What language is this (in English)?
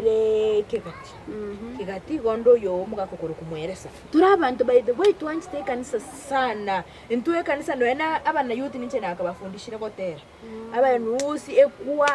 Gusii